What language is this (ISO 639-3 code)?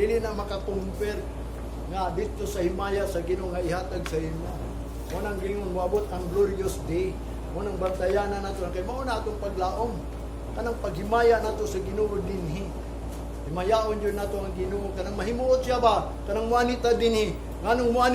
ceb